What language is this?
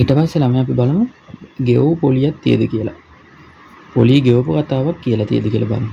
Sinhala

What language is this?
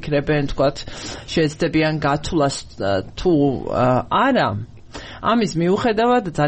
Georgian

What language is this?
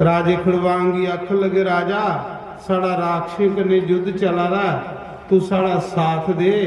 Dogri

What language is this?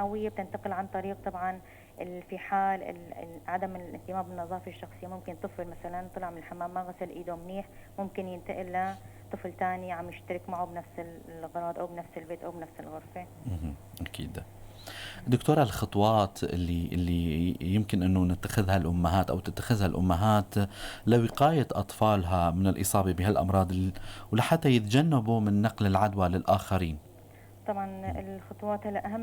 North Levantine Arabic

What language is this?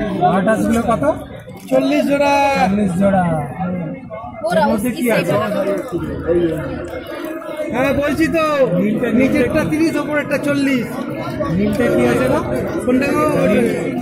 Bangla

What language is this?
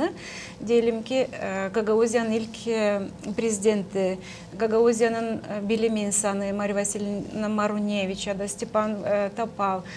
Gagauz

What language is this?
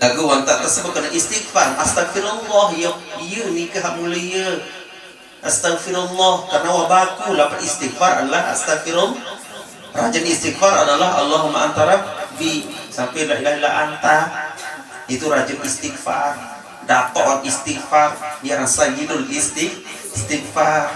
Sasak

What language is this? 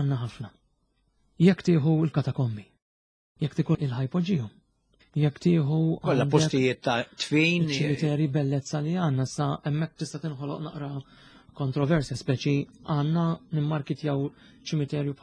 Maltese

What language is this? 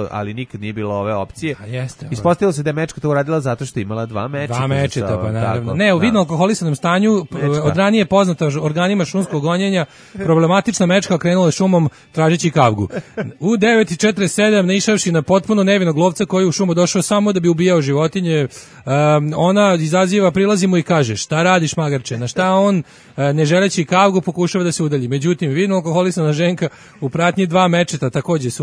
Serbian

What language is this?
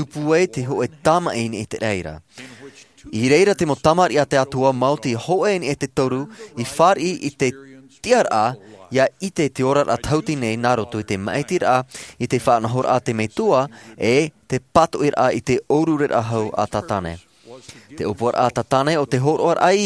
Tahitian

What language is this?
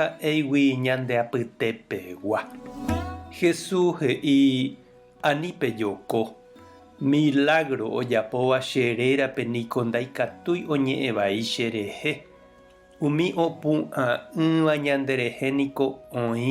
Guarani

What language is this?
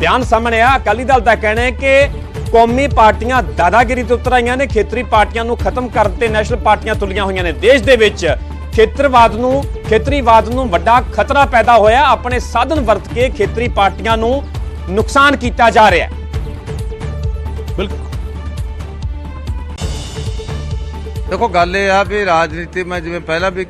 Punjabi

